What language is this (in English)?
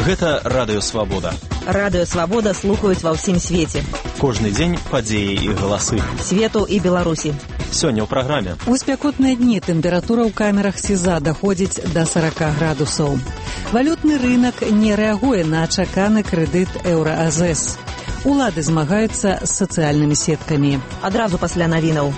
Belarusian